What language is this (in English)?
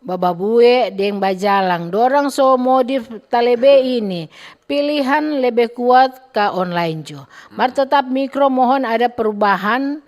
Manado Malay